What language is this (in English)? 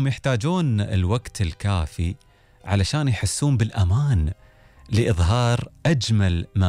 Gulf Arabic